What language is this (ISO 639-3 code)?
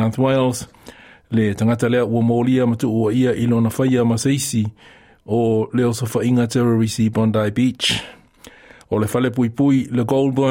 smo